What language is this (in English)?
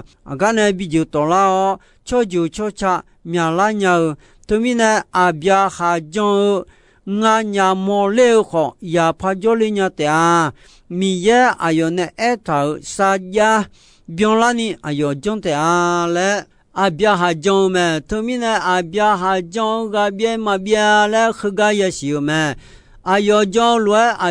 Akha